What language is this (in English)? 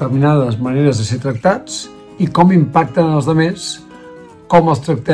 Catalan